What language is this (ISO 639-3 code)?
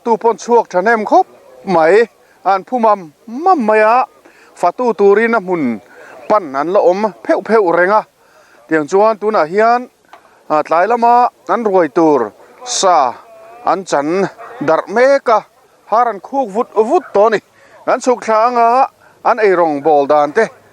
lus